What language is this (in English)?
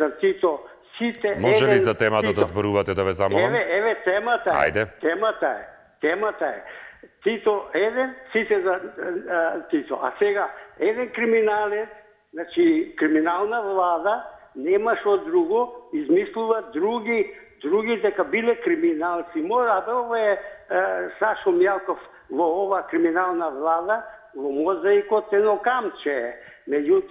Macedonian